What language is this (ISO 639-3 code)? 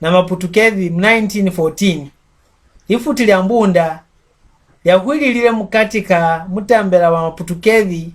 mck